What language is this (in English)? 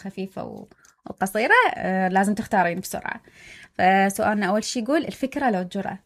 Mesopotamian Arabic